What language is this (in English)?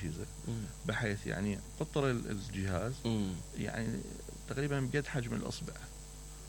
Mesopotamian Arabic